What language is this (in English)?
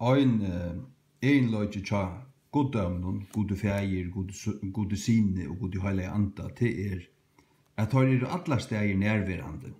Faroese